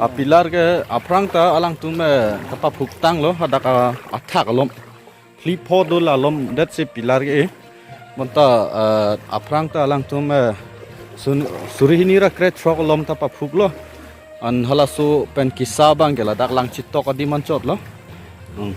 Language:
Karbi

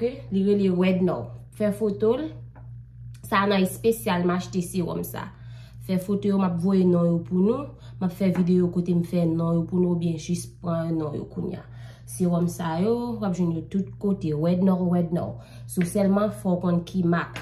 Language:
Haitian Creole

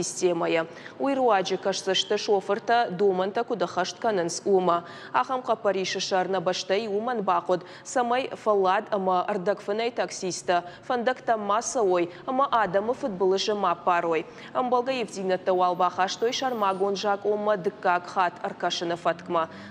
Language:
Ossetic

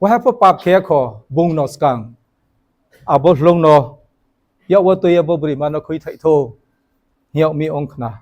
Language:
Riang (India)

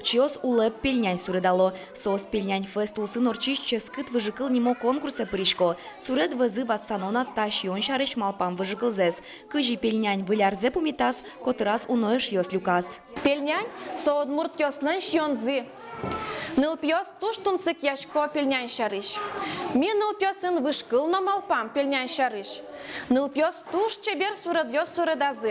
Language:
Udmurt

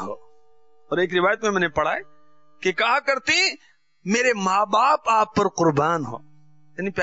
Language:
Urdu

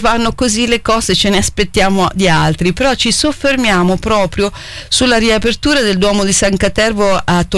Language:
Italian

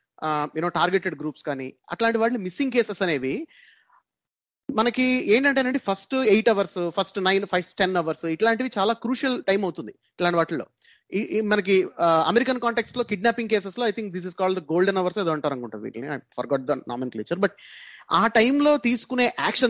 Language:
Telugu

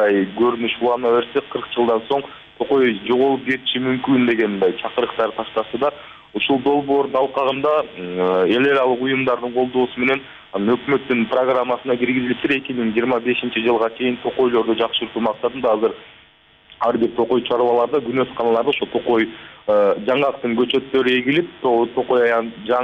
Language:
Kyrgyz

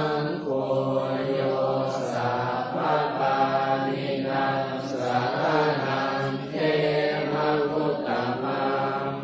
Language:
Pali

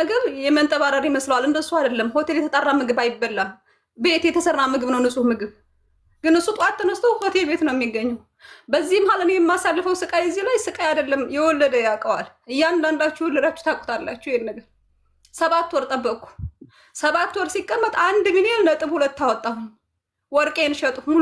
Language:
Amharic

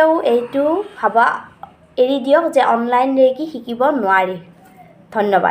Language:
Assamese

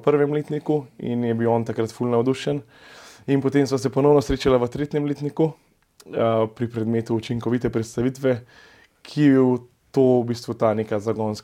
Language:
Slovenian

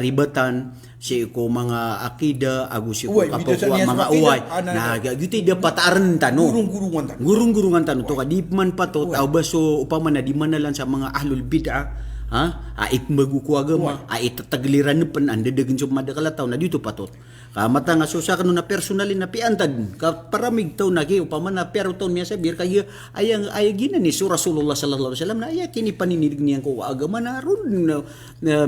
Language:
Maranao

